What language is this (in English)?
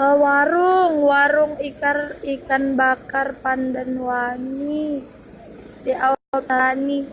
Banjar